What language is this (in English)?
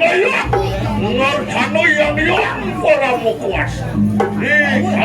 Balinese